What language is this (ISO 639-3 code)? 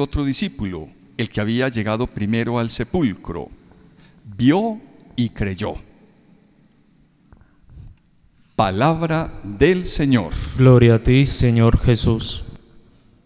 spa